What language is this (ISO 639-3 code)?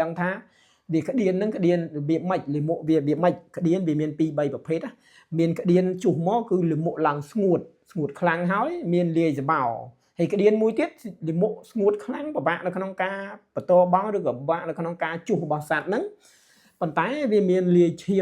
khm